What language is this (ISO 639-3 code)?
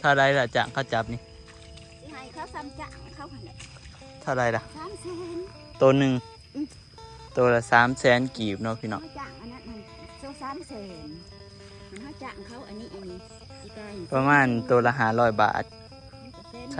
tts